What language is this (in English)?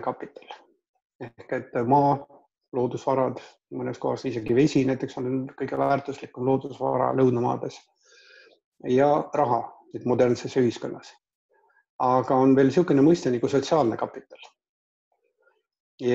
Estonian